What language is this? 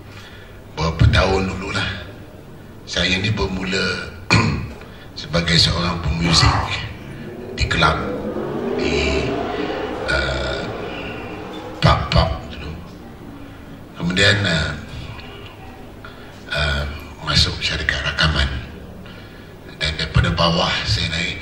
Malay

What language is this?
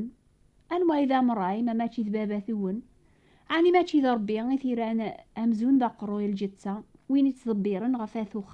Kabyle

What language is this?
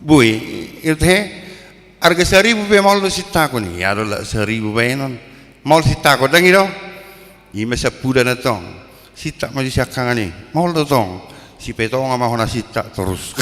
Batak Toba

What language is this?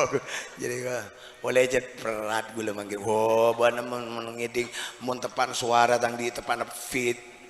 Madurese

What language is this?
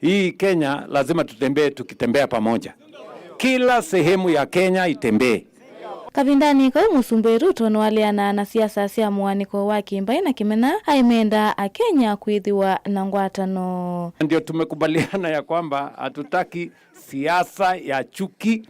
Kamba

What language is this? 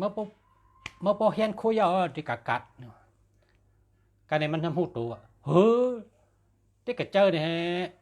Shan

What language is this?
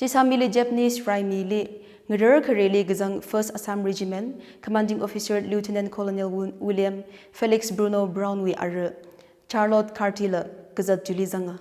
Tangkhul Naga (India)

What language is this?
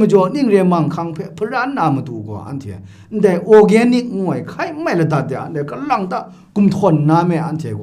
Kachin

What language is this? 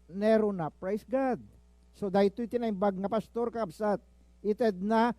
Iloko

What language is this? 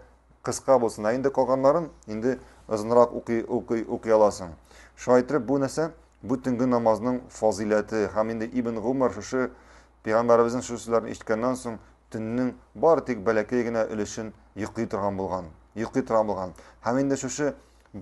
Tatar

